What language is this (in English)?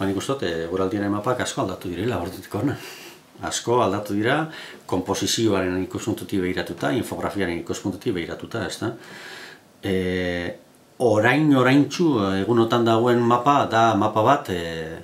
Basque